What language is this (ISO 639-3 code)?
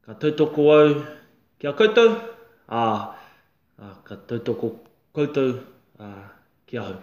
mri